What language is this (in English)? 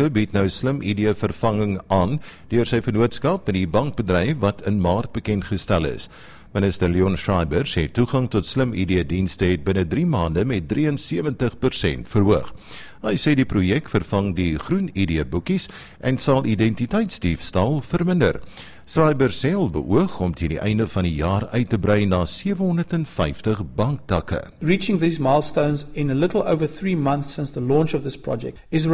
Afrikaans